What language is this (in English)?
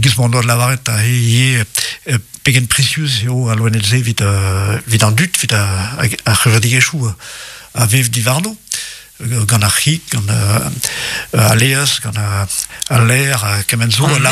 Breton